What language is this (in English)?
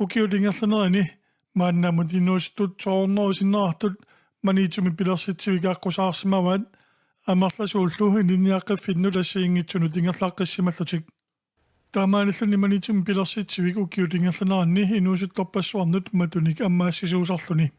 Kalaallisut